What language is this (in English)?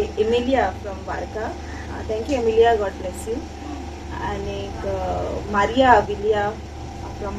Konkani